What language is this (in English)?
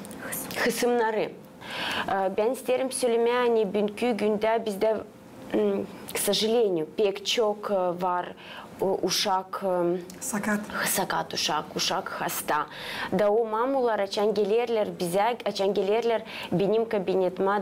Gagauz